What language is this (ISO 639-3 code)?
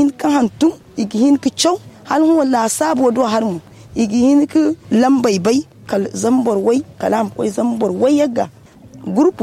dje